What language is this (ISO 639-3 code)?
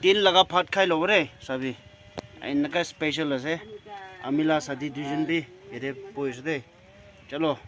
nag